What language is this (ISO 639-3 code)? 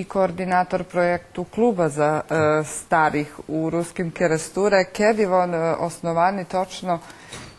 rue